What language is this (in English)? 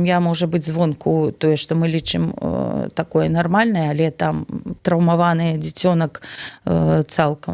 Belarusian